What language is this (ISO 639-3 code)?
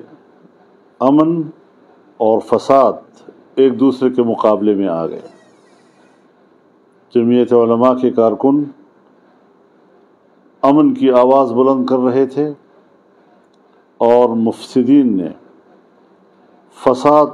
urd